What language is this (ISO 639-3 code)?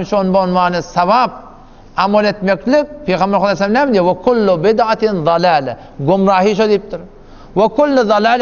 tuk